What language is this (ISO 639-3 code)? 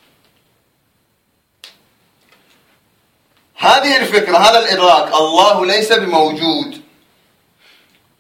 ara